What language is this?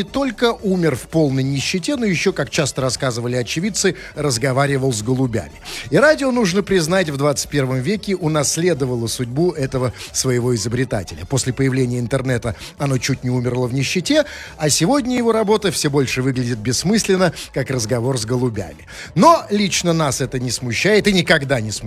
Russian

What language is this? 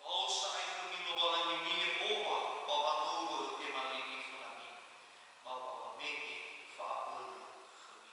Nias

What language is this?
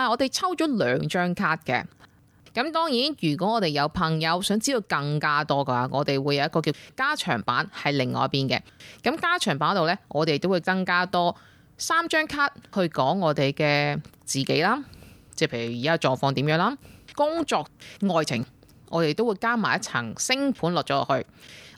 Cantonese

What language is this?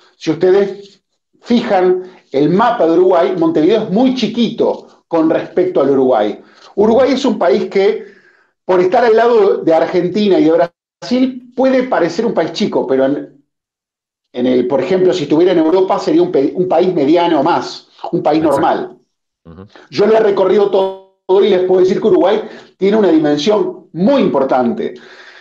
Spanish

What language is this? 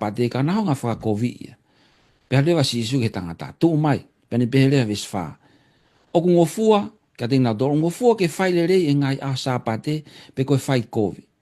Tongan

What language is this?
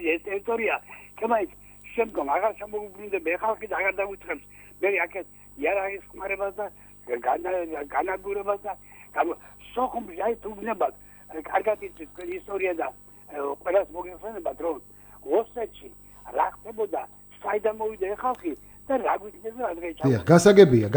Georgian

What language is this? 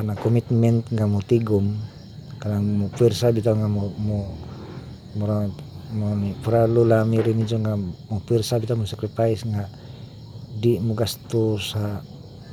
Cebuano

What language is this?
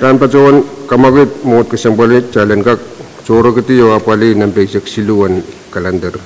Pohnpeian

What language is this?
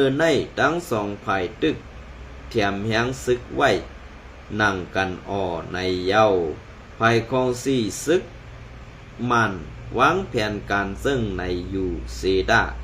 Shan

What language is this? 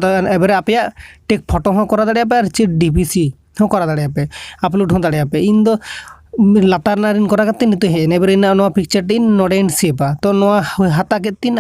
Santali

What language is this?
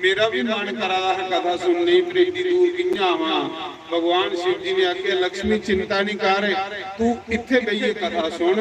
Dogri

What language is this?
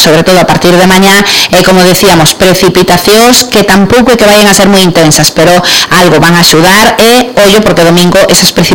Galician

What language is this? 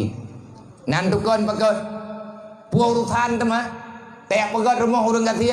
Achinese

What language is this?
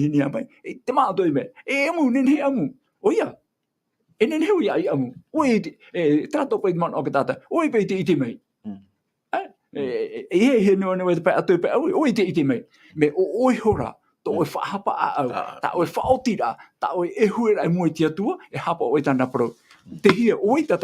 Tahitian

